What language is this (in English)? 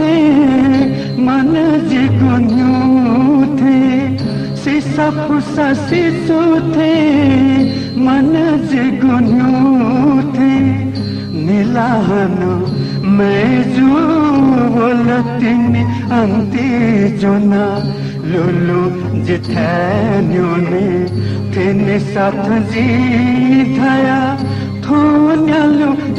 Newari